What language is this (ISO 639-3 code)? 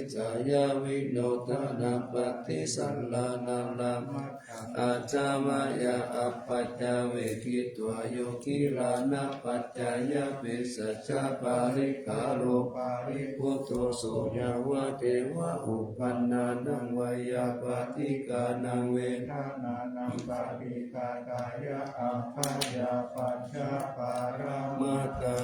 pli